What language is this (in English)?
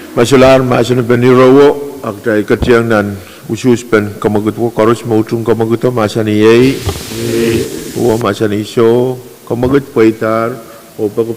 Pohnpeian